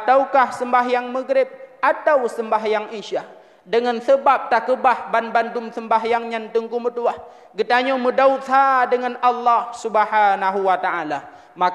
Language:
Achinese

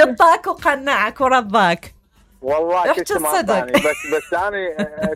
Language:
Mesopotamian Arabic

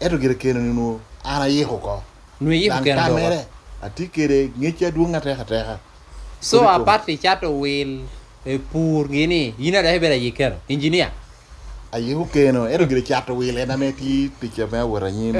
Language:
Lango (Uganda)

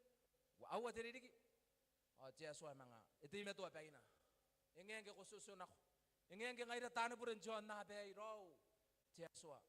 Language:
Gilbertese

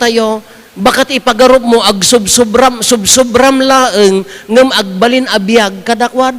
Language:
Iloko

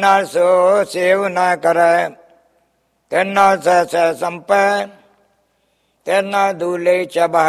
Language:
Punjabi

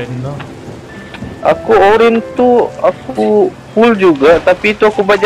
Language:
Malay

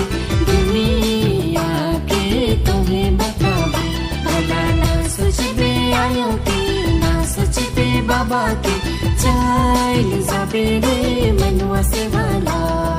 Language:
Sadri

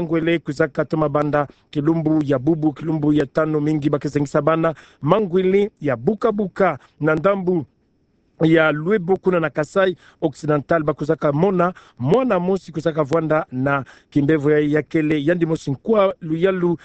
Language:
Kituba (Democratic Republic of Congo)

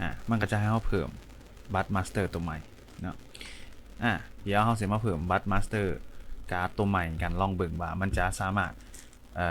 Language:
Lao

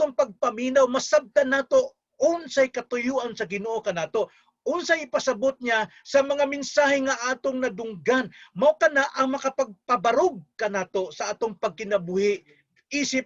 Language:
Cebuano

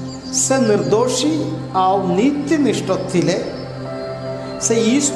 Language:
Odia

